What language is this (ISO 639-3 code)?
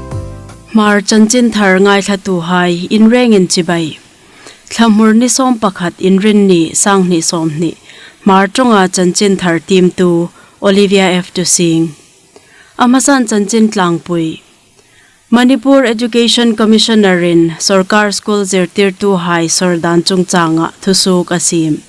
hmr